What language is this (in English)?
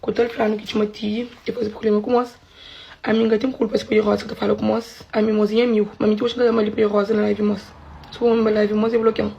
Kabuverdianu